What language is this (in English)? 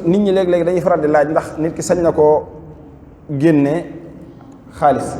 Wolof